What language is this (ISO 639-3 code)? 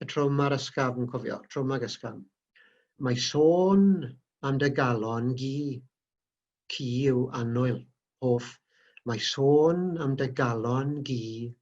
cym